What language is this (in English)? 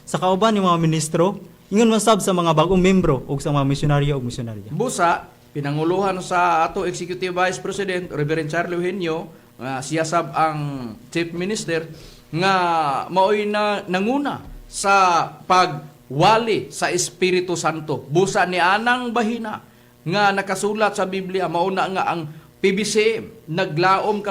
Cebuano